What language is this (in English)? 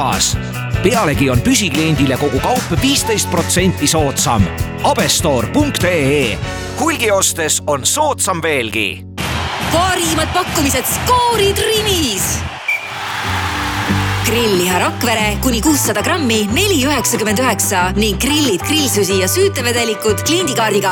Estonian